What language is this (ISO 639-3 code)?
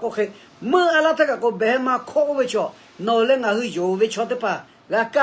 lhu